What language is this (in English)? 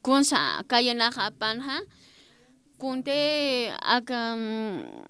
Aymara